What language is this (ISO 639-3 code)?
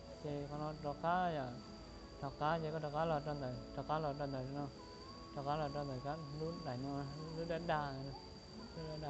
hmn